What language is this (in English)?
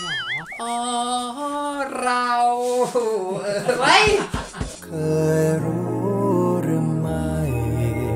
Thai